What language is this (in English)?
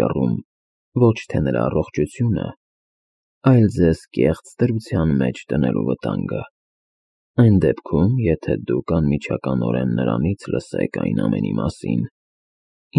Armenian